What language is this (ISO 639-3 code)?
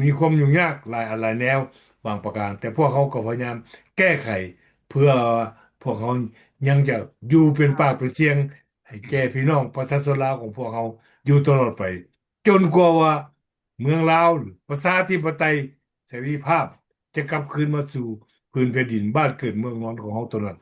lao